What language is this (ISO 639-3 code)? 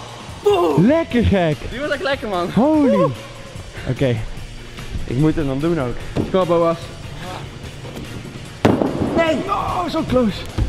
nld